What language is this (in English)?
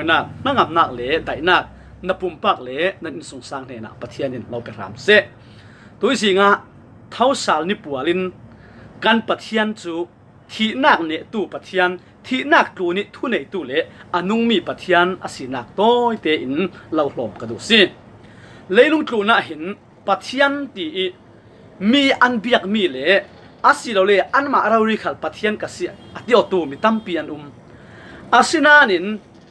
Falam Chin